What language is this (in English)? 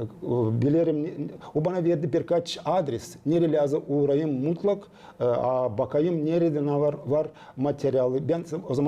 Gagauz